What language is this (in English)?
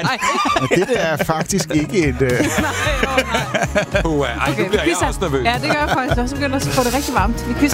Danish